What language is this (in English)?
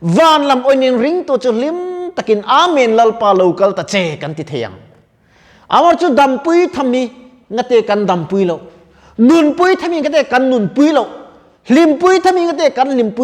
Mizo